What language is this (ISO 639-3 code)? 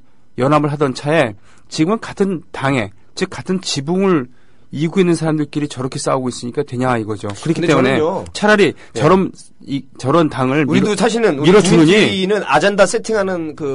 kor